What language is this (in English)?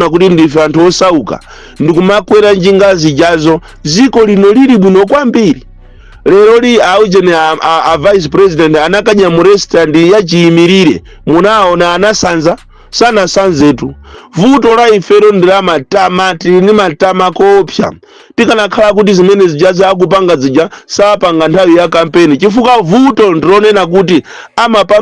Nyanja